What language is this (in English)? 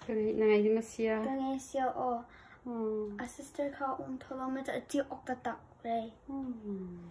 Hakha Chin